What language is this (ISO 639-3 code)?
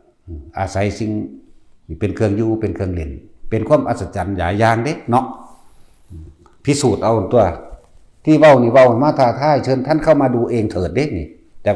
tts